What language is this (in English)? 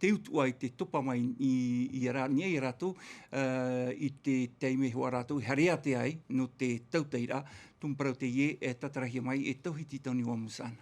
Tahitian